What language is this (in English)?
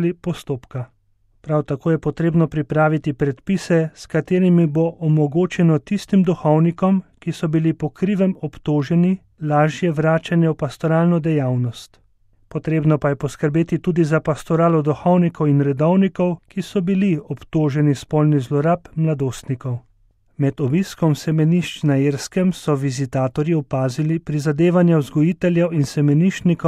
Slovenian